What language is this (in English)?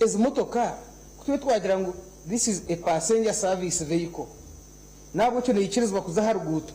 Nyankole